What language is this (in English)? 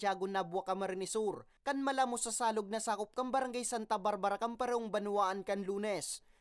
Bikol